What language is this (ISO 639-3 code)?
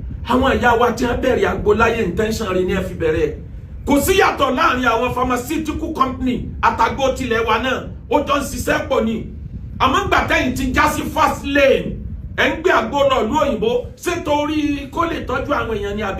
yor